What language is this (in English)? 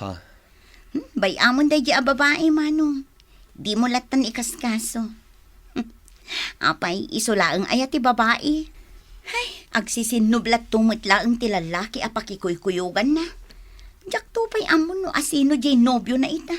Iloko